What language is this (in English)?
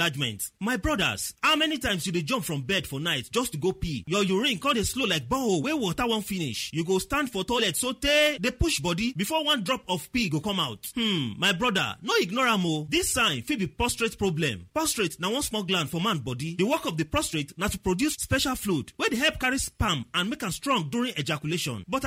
Nigerian Pidgin